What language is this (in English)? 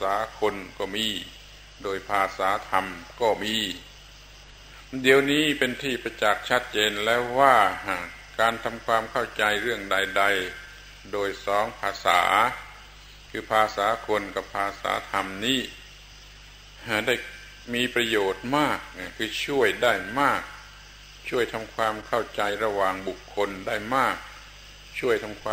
Thai